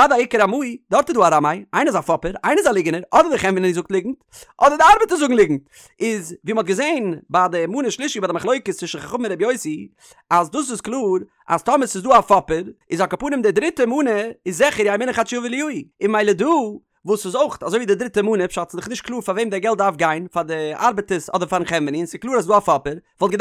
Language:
Yiddish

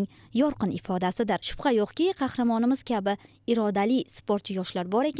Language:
Uzbek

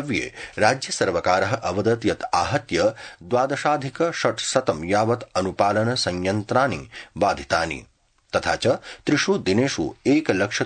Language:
Sanskrit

